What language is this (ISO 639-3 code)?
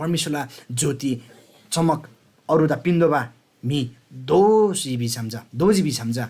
taj